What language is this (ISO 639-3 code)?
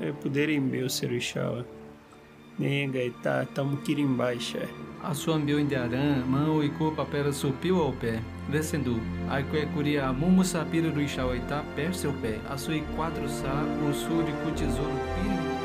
yrl